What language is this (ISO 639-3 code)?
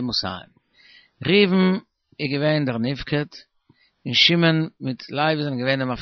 yid